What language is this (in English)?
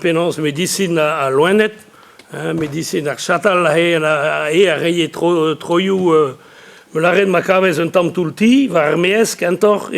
Breton